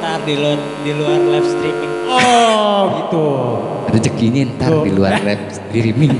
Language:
Betawi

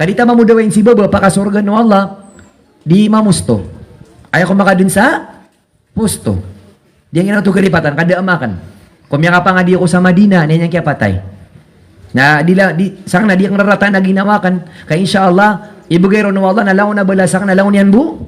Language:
Maranao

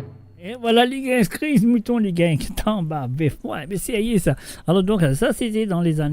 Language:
Morisyen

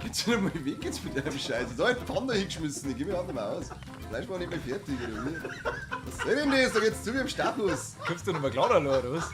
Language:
Bavarian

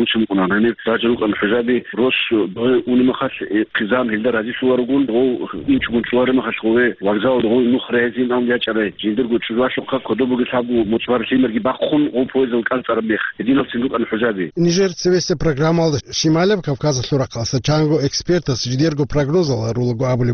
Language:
Avaric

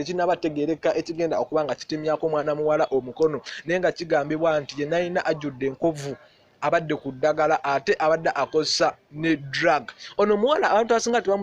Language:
Ganda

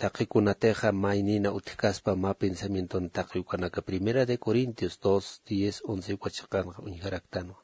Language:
Aymara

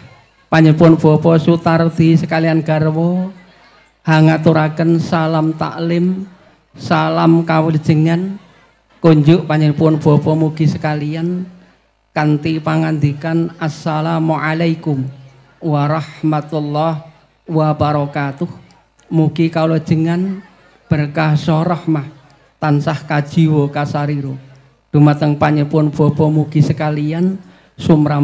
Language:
Javanese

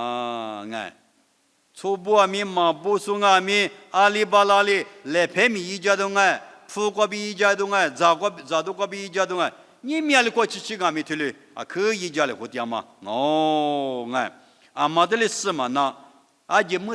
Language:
Lisu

